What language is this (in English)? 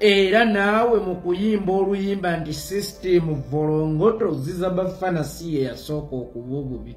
Ganda